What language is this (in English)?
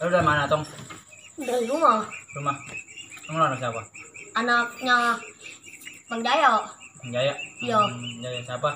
Betawi